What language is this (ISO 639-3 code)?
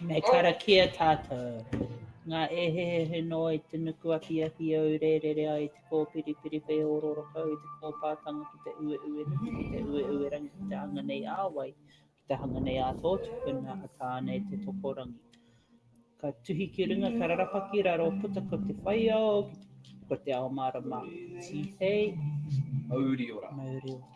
mri